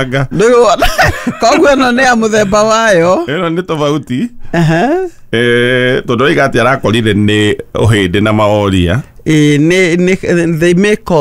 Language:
Kikuyu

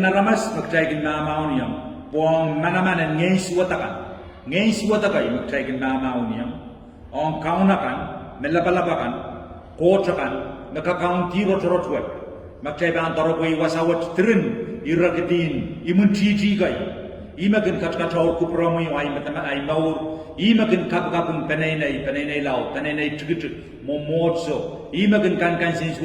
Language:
Pohnpeian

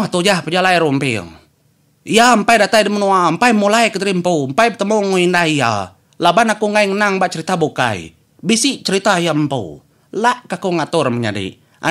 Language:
Iban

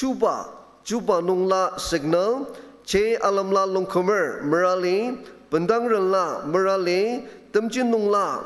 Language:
Ao Naga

